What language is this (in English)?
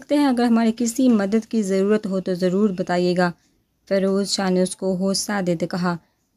Urdu